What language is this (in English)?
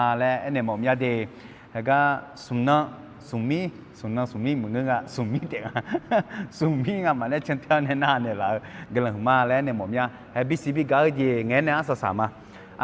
Akha